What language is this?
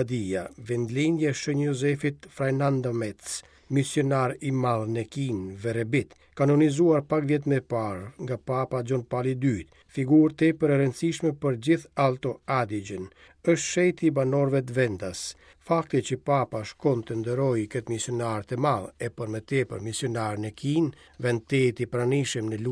Albanian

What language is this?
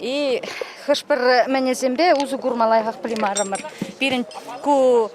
Chuvash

